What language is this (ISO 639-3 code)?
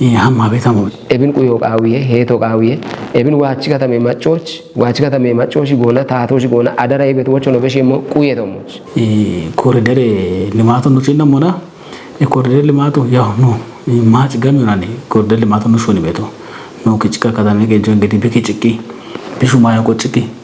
kbr